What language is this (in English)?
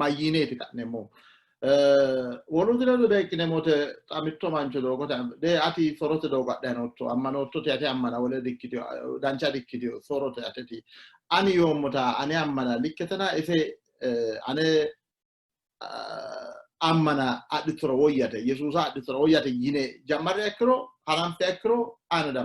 Sidamo